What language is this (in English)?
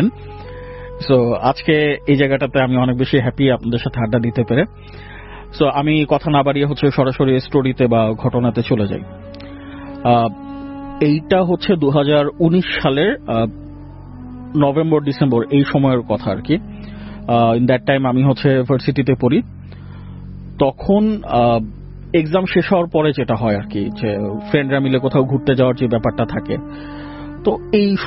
Bangla